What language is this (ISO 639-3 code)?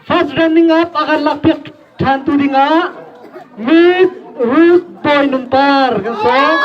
cnh